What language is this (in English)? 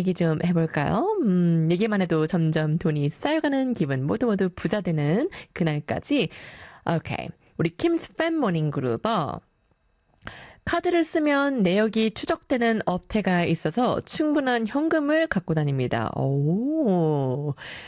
Korean